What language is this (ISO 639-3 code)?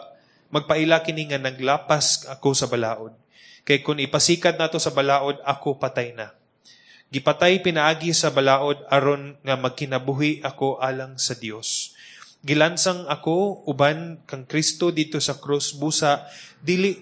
ceb